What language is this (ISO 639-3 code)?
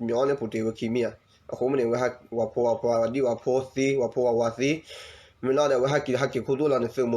ksw